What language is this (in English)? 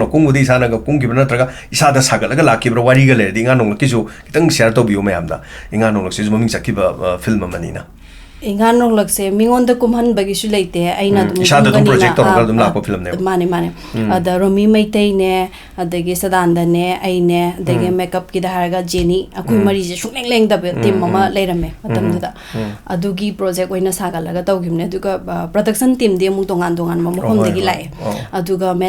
Manipuri